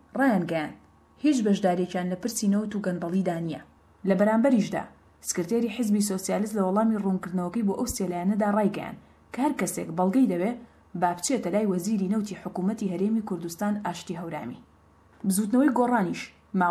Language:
Central Kurdish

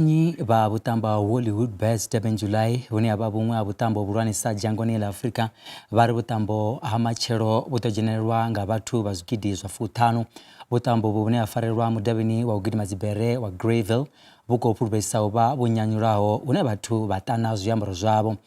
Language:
Venda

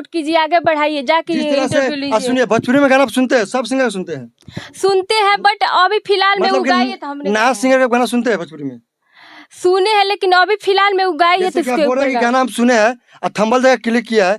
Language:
Bhojpuri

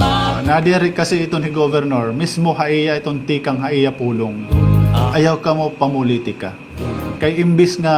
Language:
Waray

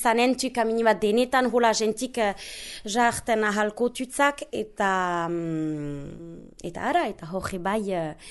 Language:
Basque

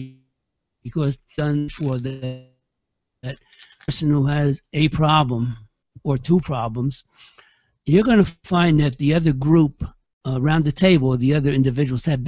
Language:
English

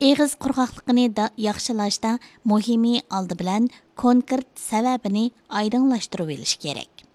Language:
Uyghur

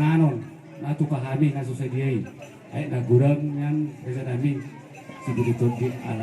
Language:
Batak Toba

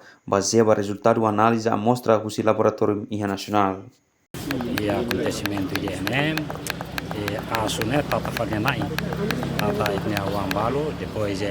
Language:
Tetum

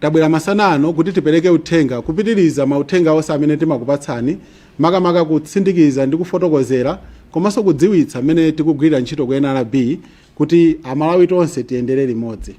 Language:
Nyanja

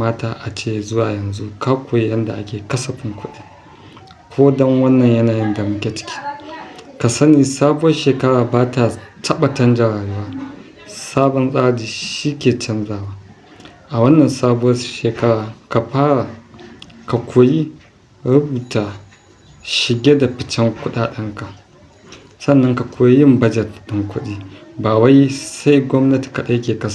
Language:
Hausa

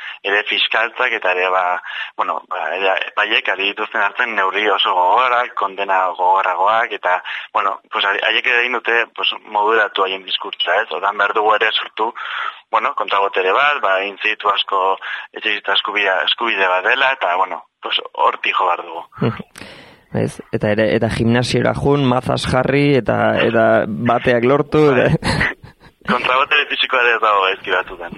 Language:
Basque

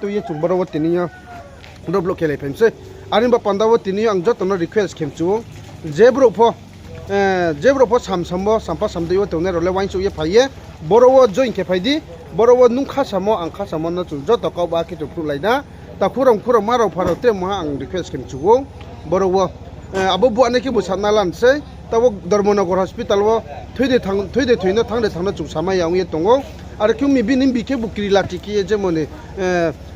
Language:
Riang (India)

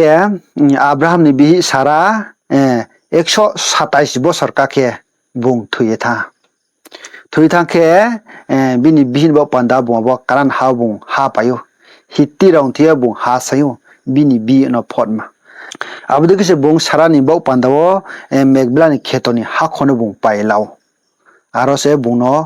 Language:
Riang (India)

